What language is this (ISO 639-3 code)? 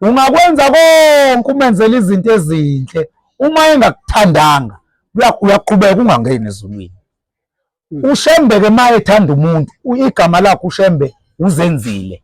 zul